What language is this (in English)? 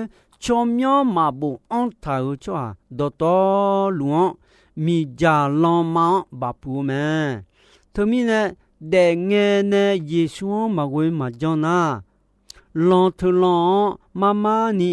Akha